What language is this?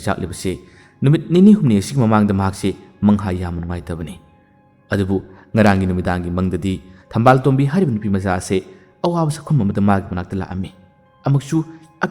Manipuri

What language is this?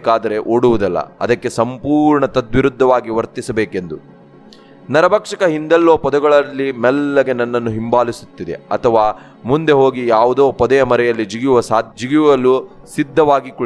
Kannada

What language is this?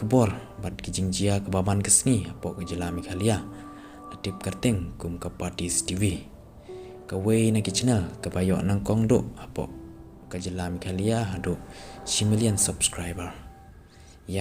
Khasi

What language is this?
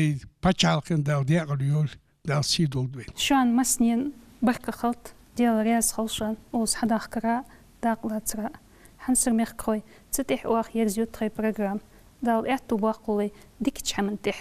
Ingush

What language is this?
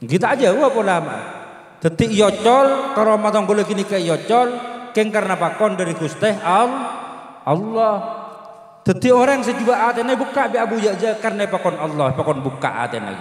Madurese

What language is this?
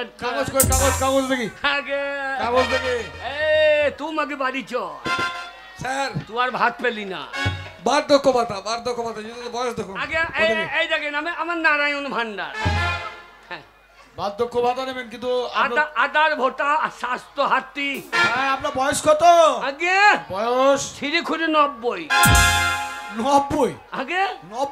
Bangla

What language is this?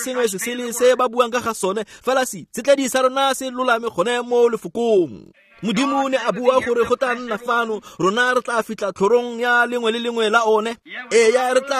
Tswana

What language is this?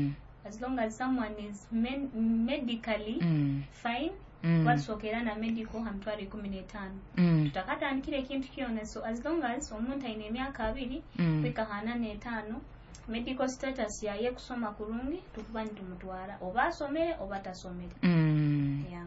Nyoro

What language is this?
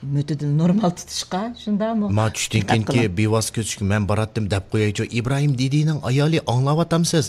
Uyghur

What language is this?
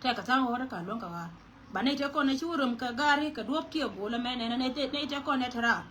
Nuer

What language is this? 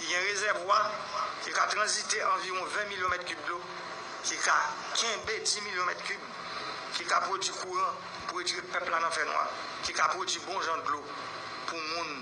Haitian Creole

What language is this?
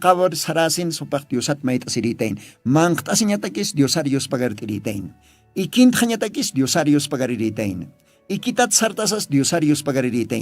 Aymara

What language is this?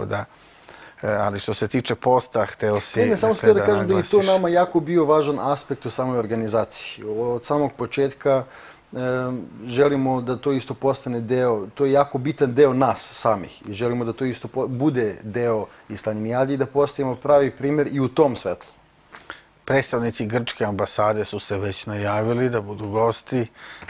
Serbian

